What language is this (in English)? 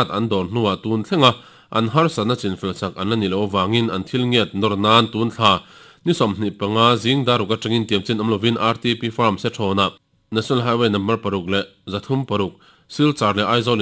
Mizo